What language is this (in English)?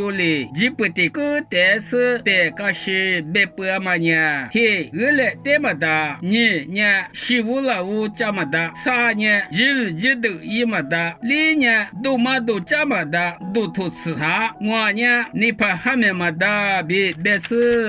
Lisu